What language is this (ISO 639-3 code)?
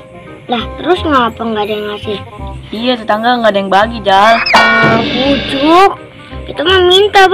bew